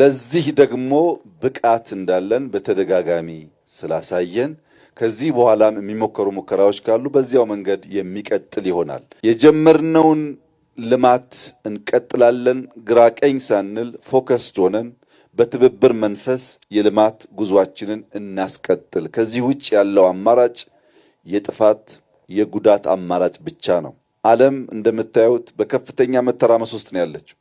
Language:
Amharic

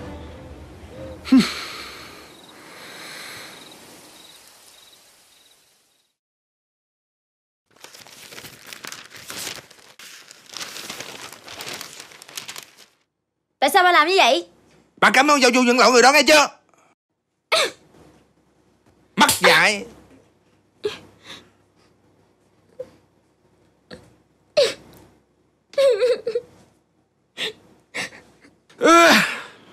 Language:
Vietnamese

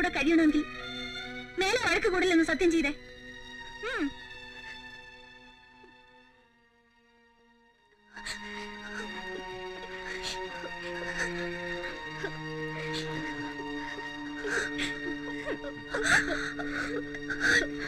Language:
Malayalam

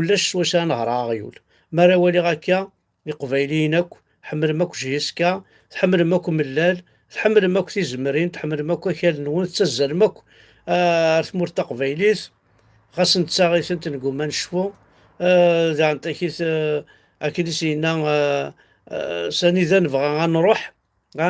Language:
Kabyle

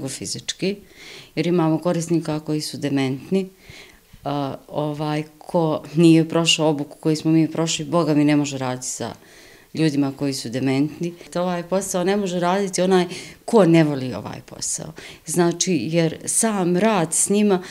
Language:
Bosnian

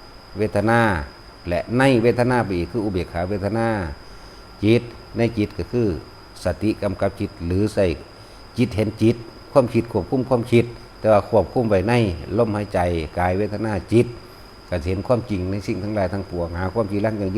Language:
Northeastern Thai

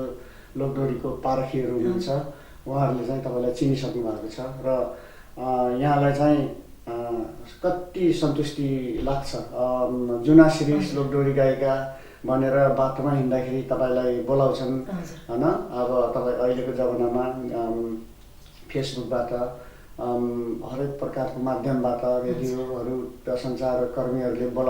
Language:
Nepali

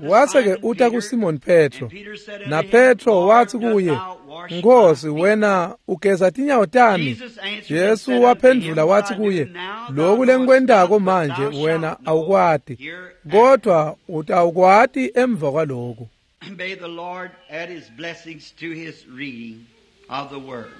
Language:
Swati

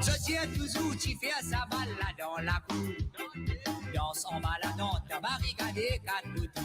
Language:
Morisyen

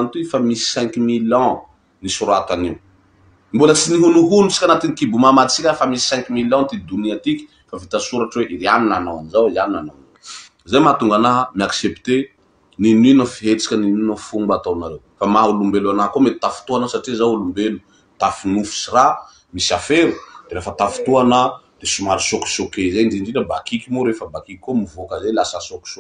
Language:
Malagasy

